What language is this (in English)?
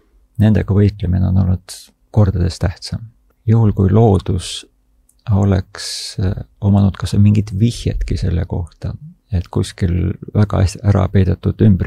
Estonian